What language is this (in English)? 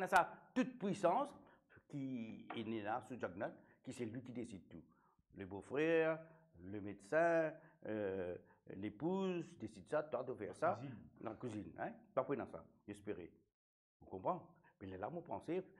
Morisyen